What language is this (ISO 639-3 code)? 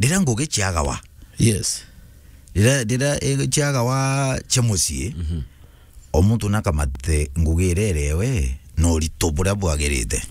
mer